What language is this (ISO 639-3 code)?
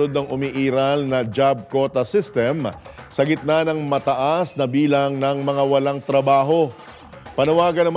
fil